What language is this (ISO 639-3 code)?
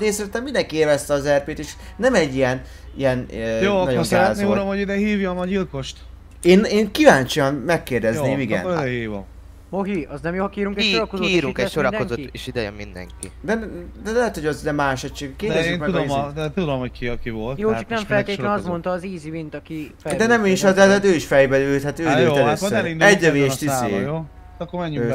hun